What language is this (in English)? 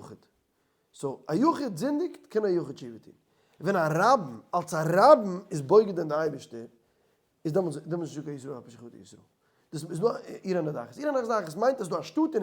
Yiddish